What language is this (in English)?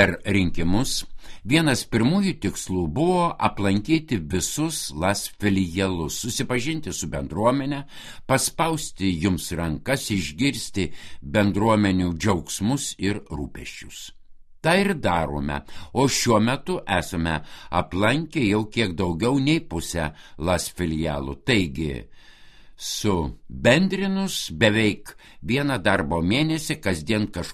Lithuanian